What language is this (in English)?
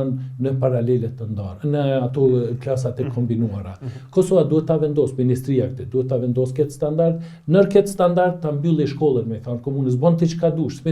Albanian